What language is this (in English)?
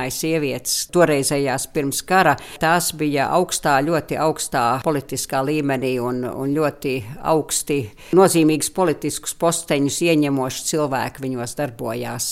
Latvian